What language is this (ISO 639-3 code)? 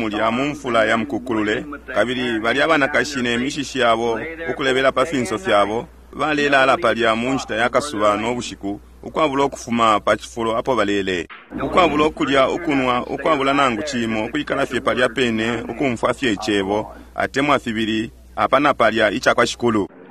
bem